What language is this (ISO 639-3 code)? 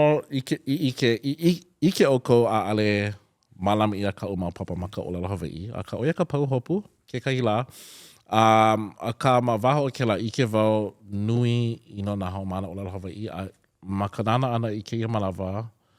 haw